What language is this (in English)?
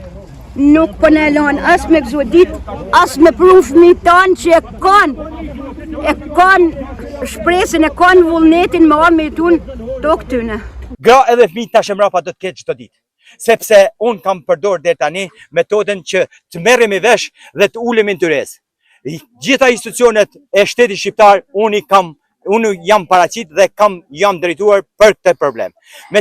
Albanian